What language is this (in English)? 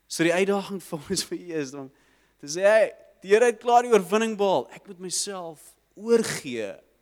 Afrikaans